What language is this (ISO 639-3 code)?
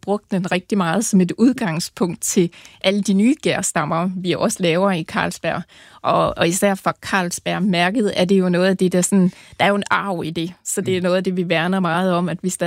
dan